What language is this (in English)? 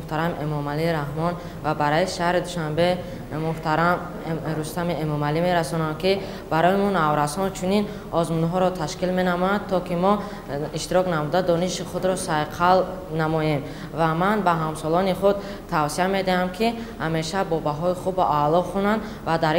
Tajik